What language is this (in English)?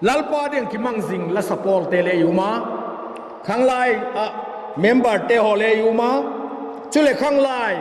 Vaiphei